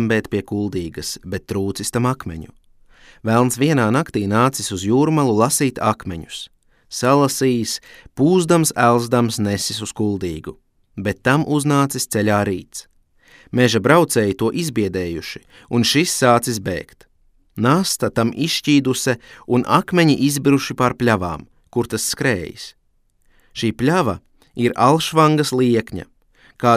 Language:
Latvian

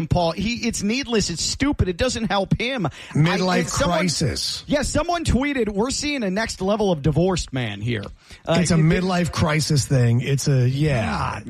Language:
English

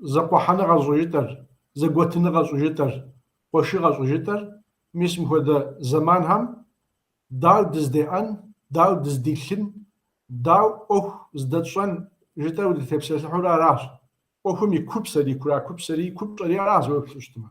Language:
Kabardian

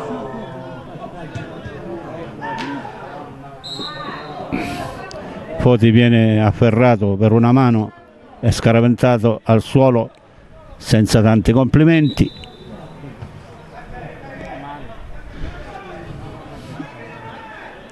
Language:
Italian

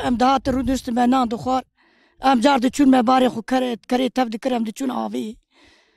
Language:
Kurdish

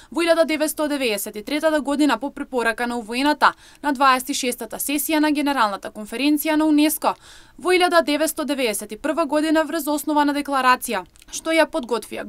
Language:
Macedonian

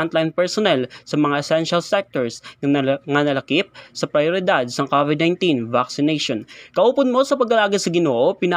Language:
Hiligaynon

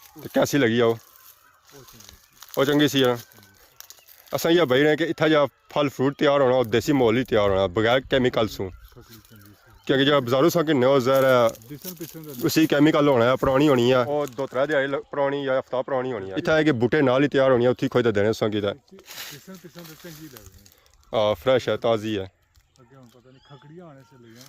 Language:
Pahari-Potwari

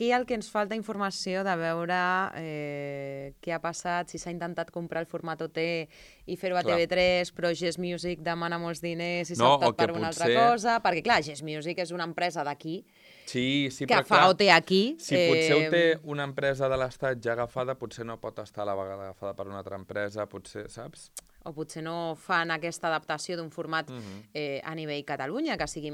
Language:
Catalan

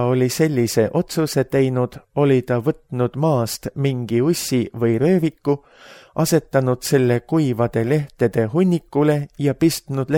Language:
Estonian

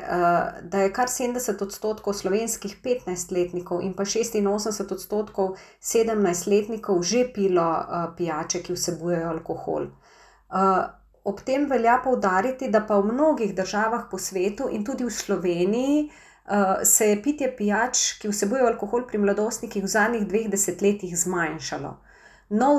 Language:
Slovenian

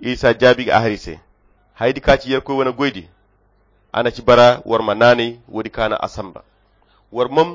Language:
Koyra Chiini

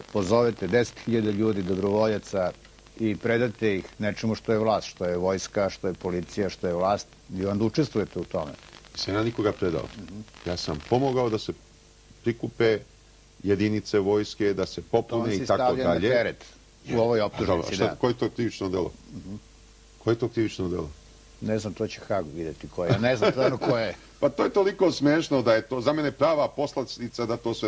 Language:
Serbian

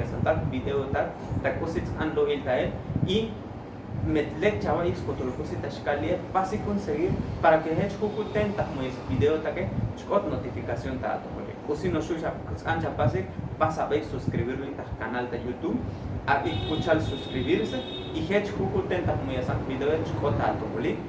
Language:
Tzotzil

